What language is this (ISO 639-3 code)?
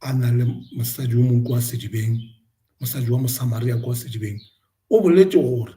nso